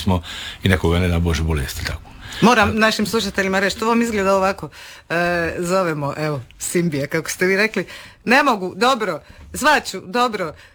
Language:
Croatian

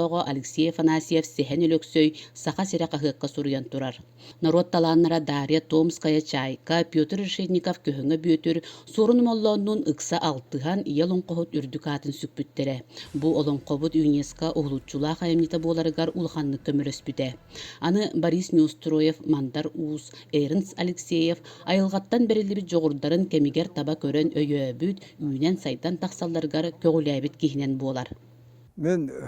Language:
Yakut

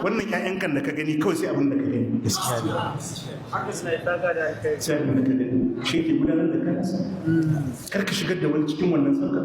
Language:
Hausa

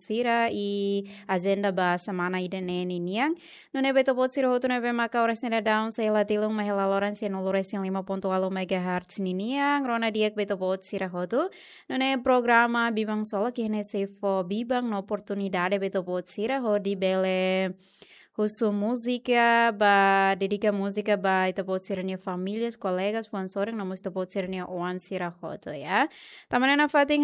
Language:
Tetum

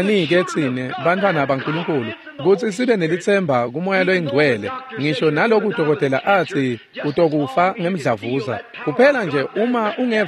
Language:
Swati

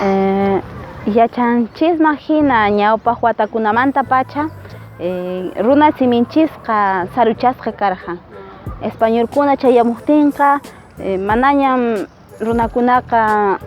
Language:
Quechua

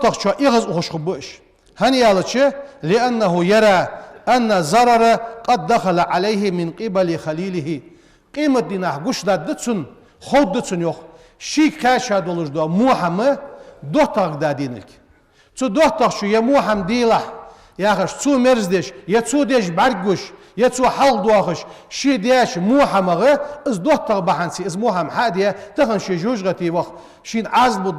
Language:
Ingush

